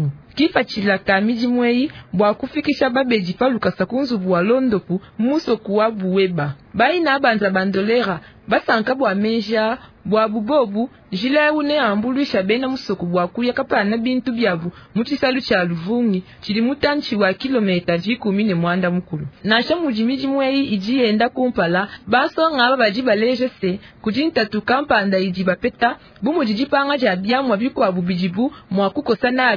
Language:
Luba-Lulua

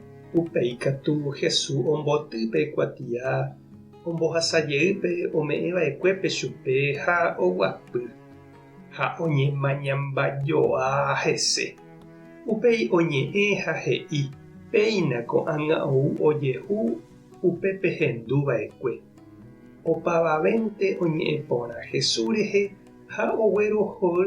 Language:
Guarani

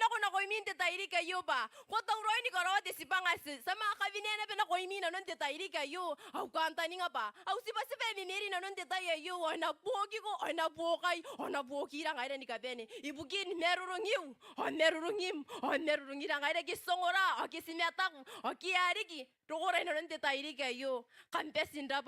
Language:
Gilbertese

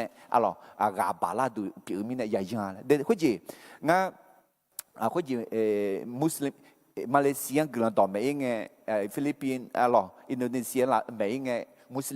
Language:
Akha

